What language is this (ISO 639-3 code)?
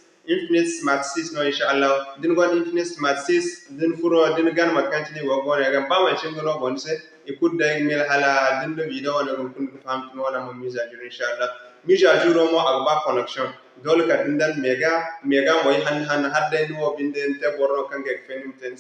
dje